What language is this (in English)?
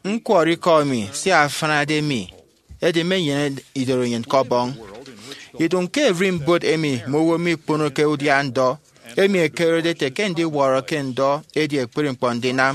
Efik